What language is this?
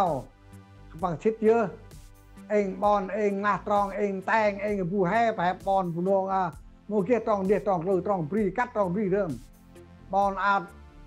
Central Mnong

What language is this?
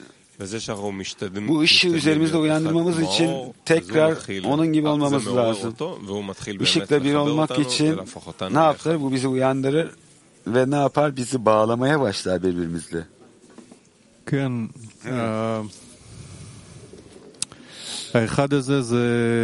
Hebrew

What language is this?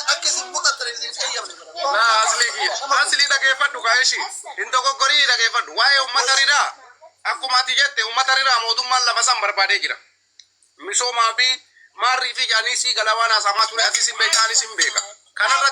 Oromo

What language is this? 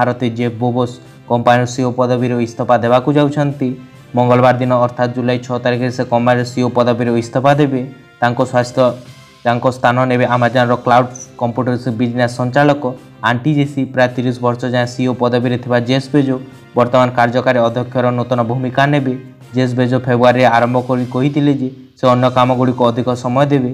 Odia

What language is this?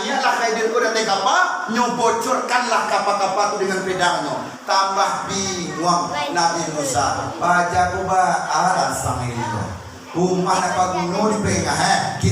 Minangkabau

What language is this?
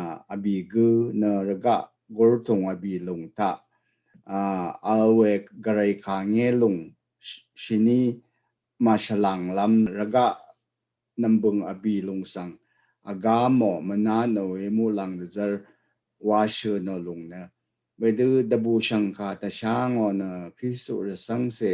Rawang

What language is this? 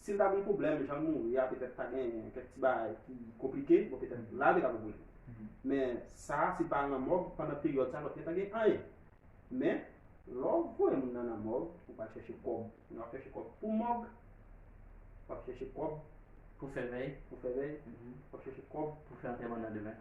Haitian Creole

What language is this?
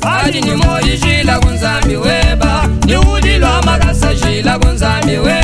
Luba-Lulua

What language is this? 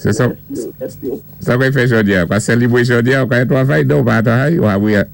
Saint Lucian Creole French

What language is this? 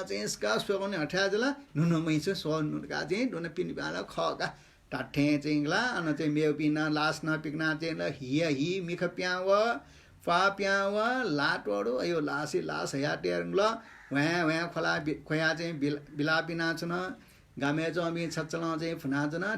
Newari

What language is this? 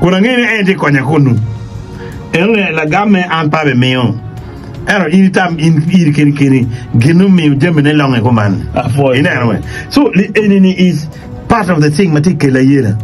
Acoli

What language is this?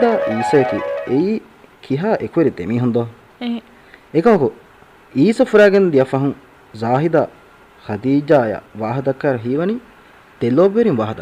Divehi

